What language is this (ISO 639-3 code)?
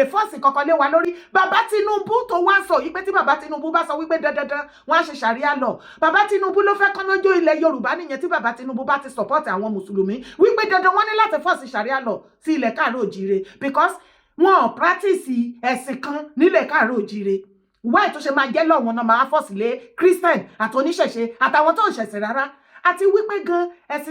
yor